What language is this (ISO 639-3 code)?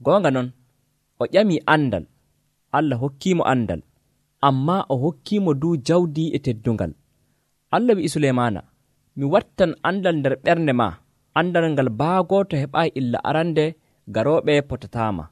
fuv